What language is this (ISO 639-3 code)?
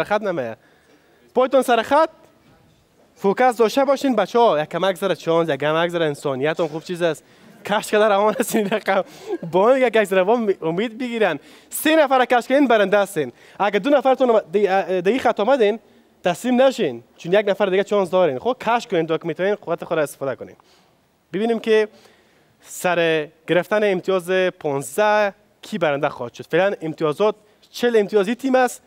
fas